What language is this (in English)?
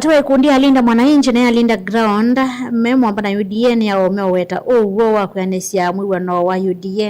Kamba